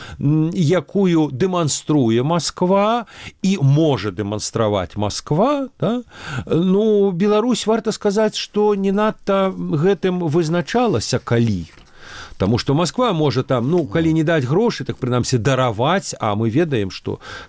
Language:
Belarusian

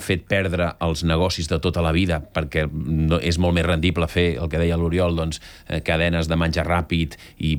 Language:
Catalan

